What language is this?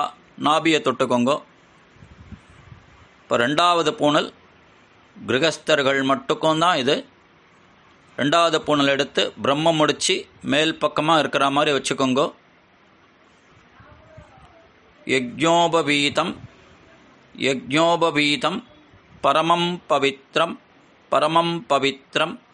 Tamil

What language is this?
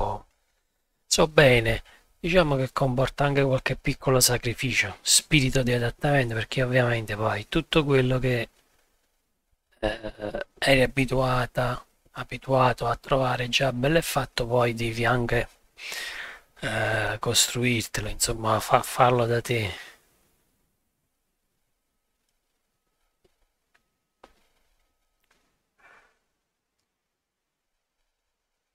Italian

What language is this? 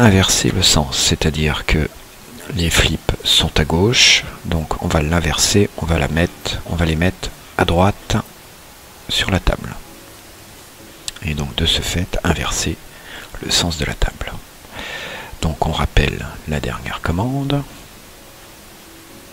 French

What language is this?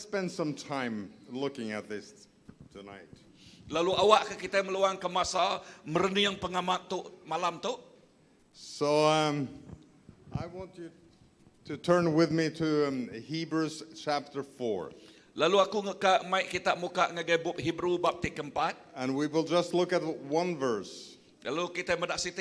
Iban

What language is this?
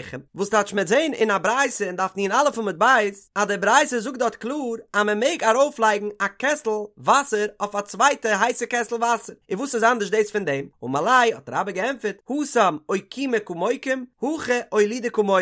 Yiddish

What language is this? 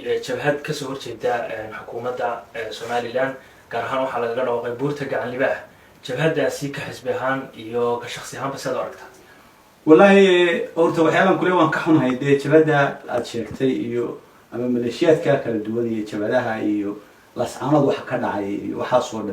Somali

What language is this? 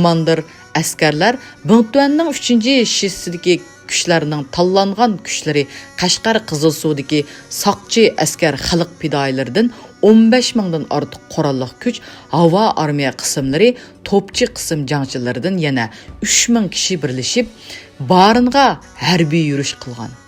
Uyghur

